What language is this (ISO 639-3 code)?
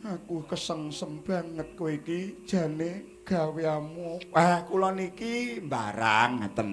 jav